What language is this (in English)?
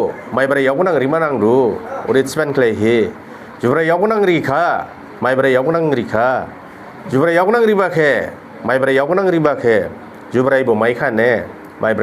Dimasa